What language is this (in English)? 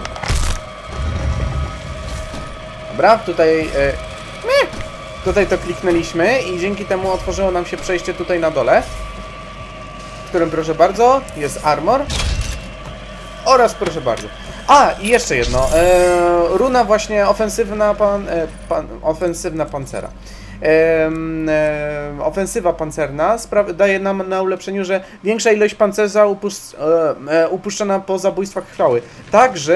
Polish